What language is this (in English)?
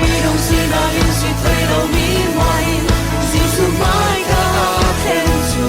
Falam Chin